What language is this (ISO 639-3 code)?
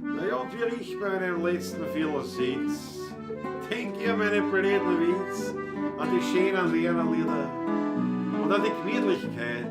bar